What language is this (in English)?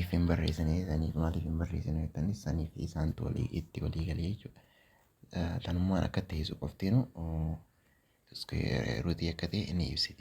Oromo